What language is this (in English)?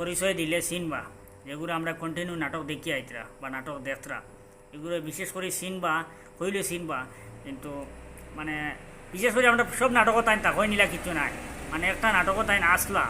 Sylheti